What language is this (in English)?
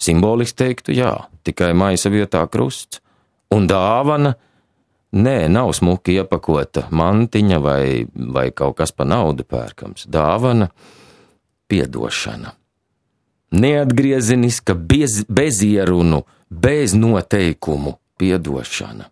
Latvian